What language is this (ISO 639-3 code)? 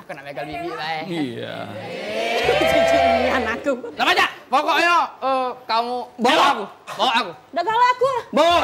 mui